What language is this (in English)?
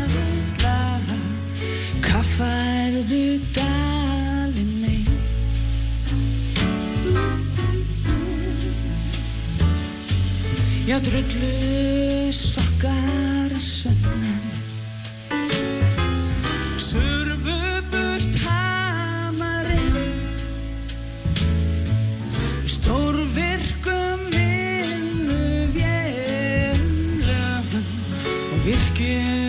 Icelandic